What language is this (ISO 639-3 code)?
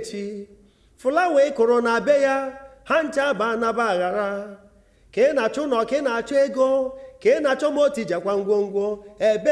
ibo